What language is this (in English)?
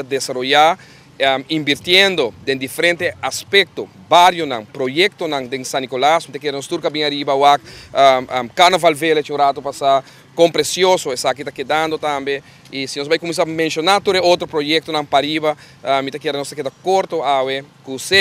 Papiamento